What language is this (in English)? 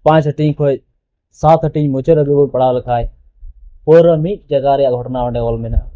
Santali